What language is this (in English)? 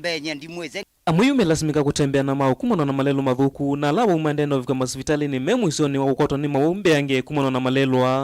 Kamba